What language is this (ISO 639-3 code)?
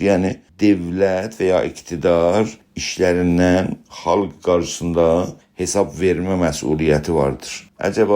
azb